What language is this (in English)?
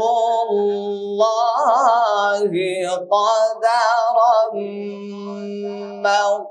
Urdu